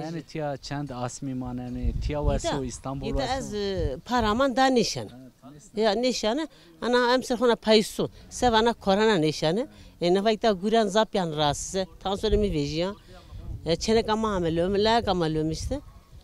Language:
Zaza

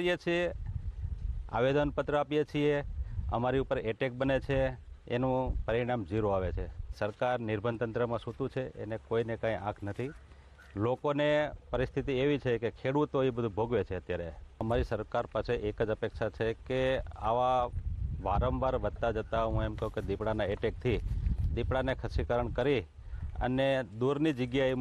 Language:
Gujarati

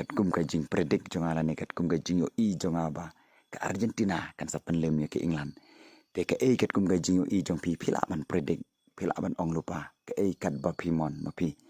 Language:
Khasi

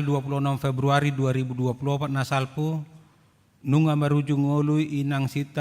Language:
Batak Toba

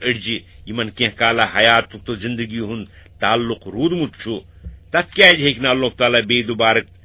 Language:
Kashmiri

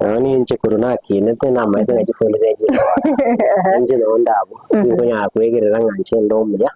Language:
Gusii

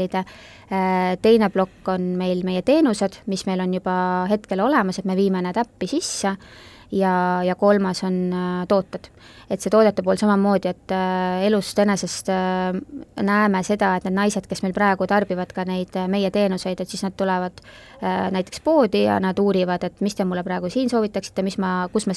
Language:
Estonian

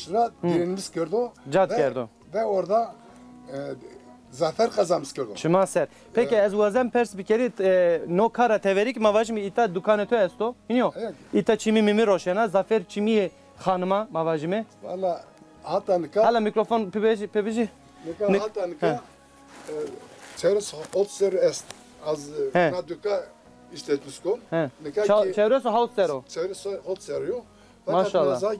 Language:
Zaza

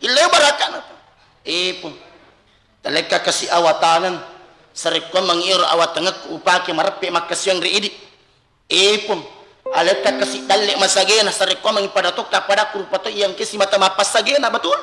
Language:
Buginese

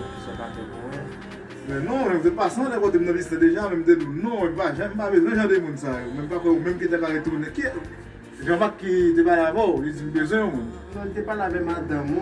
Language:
Haitian Creole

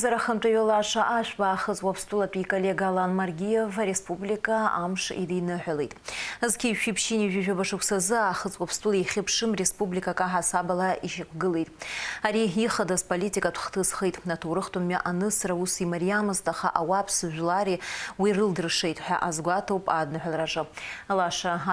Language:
Abkhazian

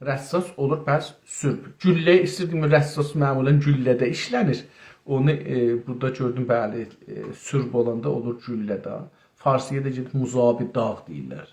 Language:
South Azerbaijani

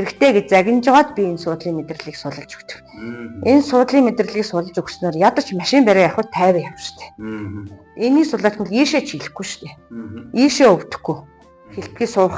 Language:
Mongolian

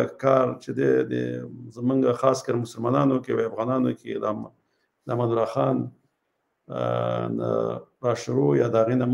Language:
Pashto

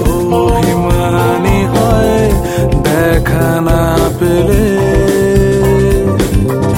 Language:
Bangla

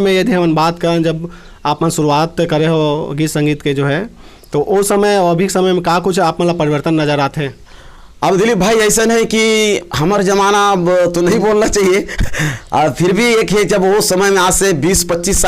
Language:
Chhattisgarhi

